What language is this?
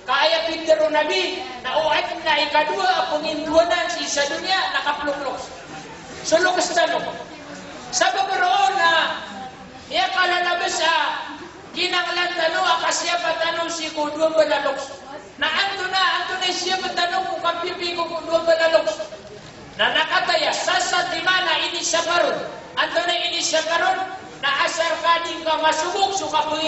Maranao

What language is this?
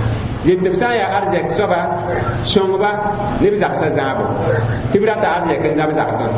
Mossi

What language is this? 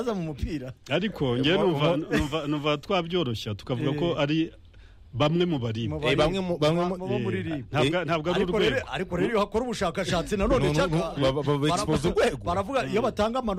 Kinyarwanda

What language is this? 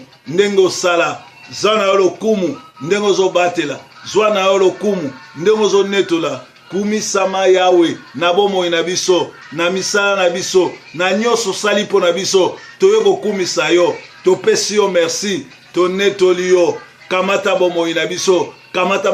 Lingala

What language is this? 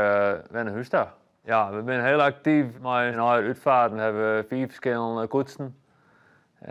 Western Frisian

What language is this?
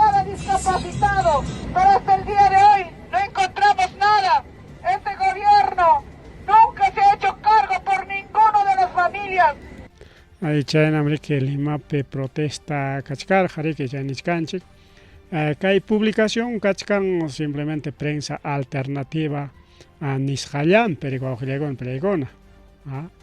Ayacucho Quechua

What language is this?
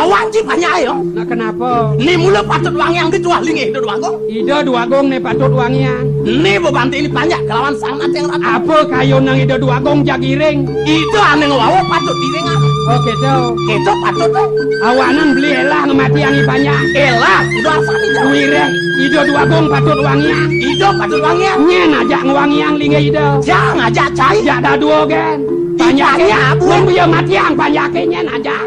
Balinese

